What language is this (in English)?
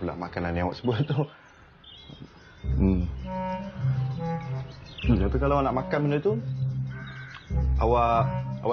Malay